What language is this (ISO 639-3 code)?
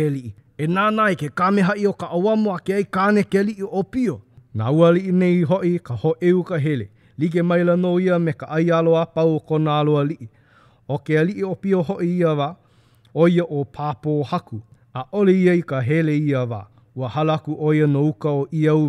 haw